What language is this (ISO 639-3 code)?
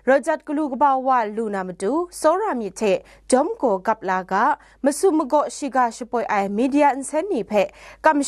kac